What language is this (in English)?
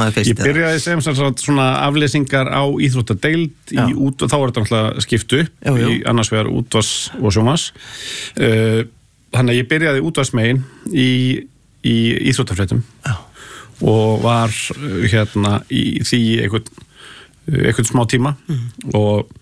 Icelandic